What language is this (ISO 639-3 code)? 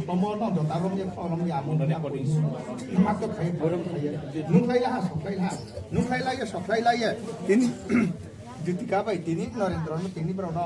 ria